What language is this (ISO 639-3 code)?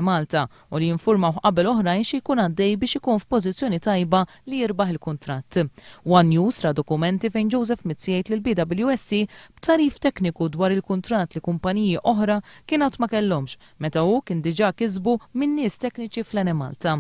mlt